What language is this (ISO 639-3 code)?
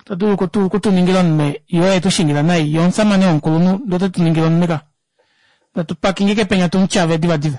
kua